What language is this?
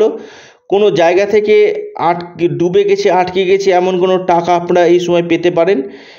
Bangla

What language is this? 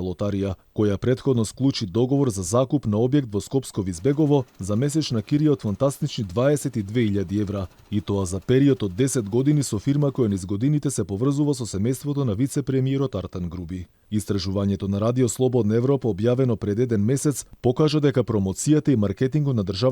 Macedonian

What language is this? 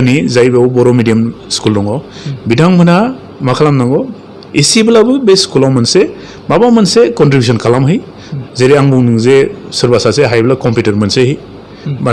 Bodo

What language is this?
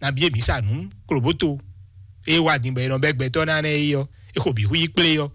Fon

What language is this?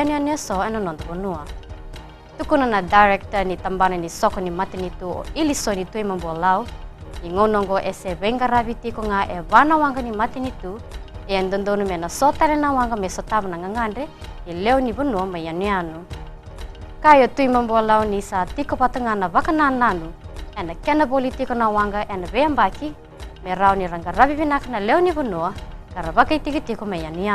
Fijian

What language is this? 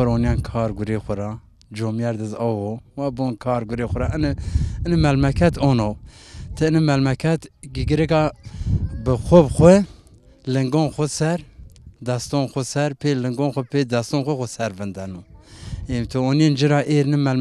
Zaza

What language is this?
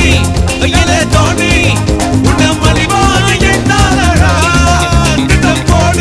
Tamil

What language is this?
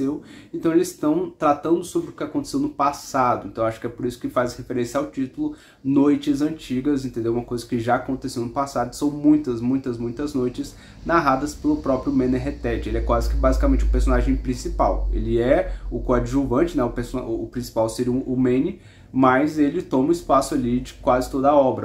Portuguese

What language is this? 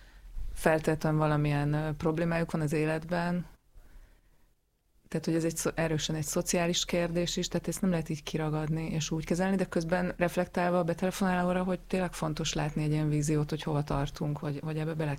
Hungarian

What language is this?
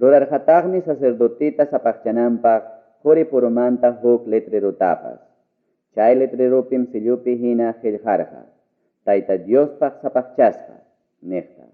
Ayacucho Quechua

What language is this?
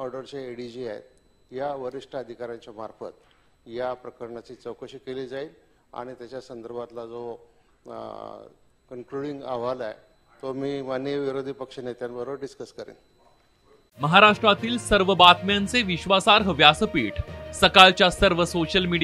Marathi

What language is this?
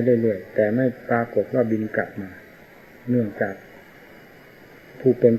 Thai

